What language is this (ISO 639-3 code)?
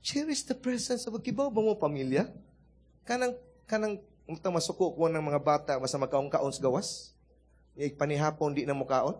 ceb